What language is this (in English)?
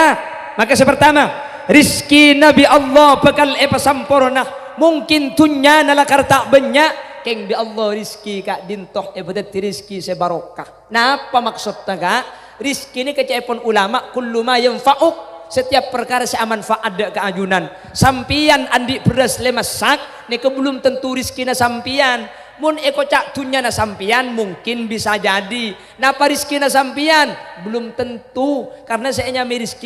Madurese